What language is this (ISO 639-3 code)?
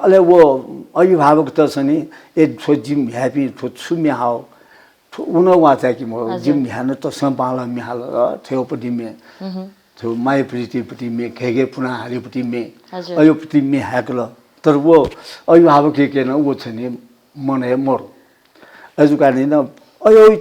new